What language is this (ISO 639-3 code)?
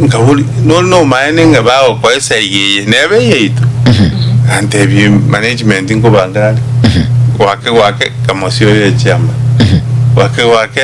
guz